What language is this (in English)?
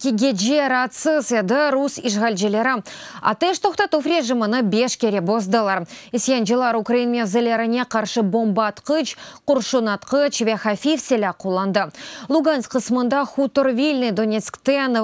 Crimean Tatar